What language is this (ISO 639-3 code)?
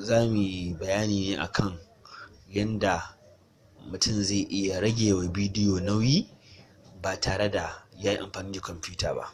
hau